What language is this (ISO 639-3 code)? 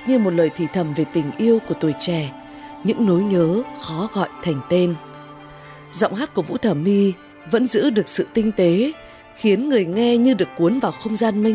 vie